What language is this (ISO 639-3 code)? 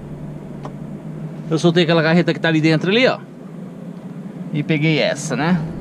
por